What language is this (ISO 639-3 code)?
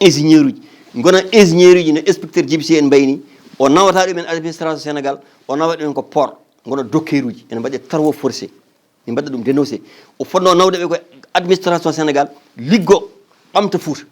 ful